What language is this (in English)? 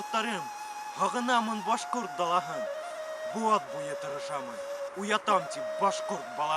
Bashkir